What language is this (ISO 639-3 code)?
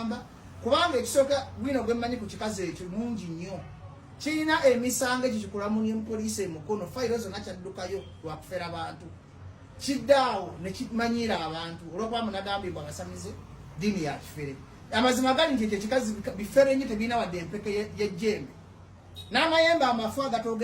lug